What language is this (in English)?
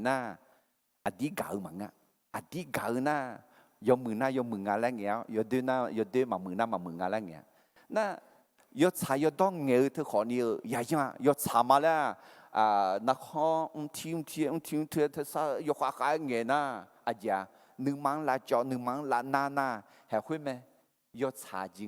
Akha